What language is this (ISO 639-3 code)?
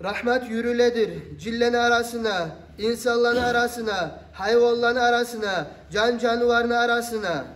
kum